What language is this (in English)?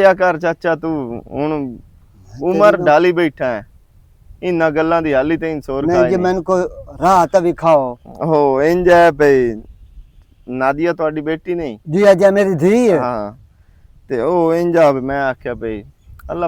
Western Panjabi